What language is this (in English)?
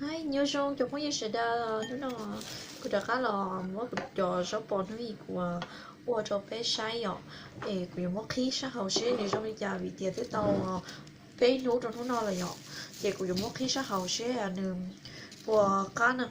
Hmong